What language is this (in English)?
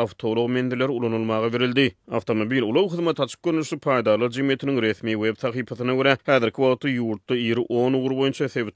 Turkmen